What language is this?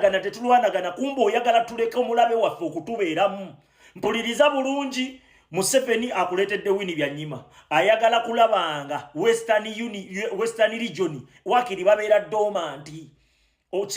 Ganda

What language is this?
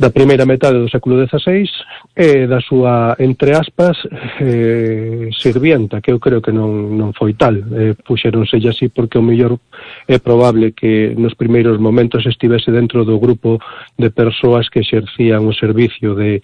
Galician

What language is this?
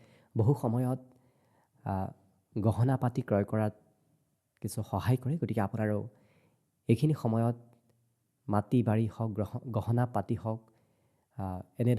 Assamese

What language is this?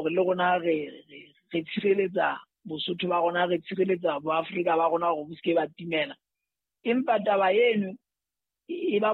Southern Sotho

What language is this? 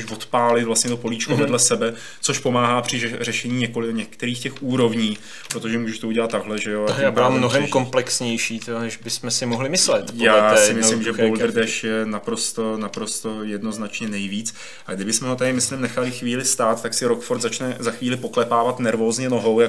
Czech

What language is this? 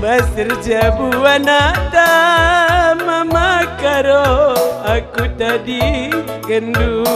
Batak Karo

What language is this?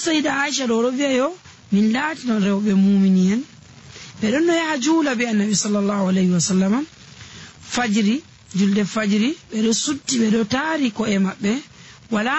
Nigerian Fulfulde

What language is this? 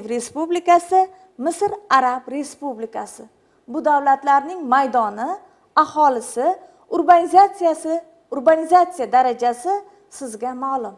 Uzbek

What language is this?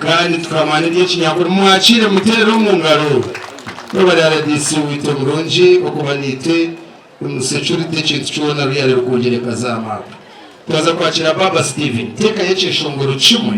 Nyankole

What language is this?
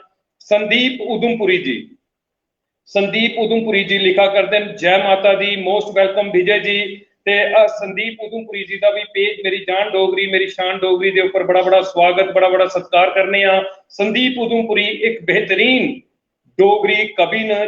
Dogri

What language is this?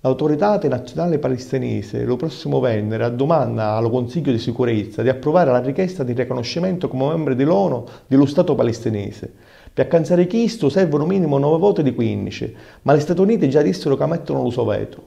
Sicilian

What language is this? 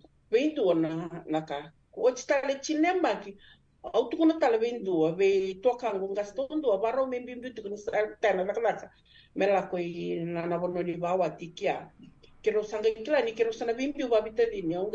Fijian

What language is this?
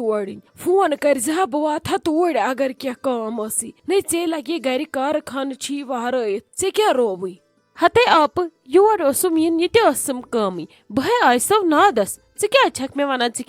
Kashmiri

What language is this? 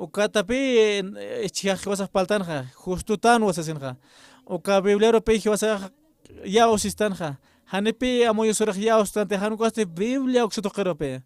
Aymara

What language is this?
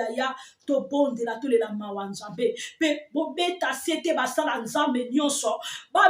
Lingala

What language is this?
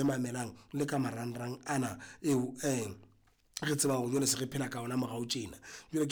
Southern Sotho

